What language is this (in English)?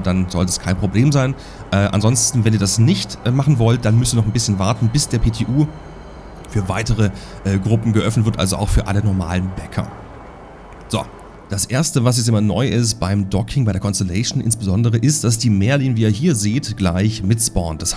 German